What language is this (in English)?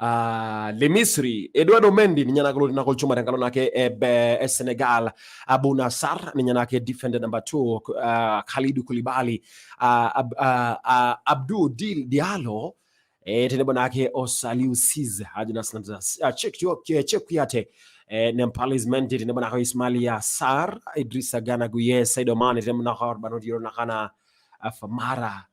Masai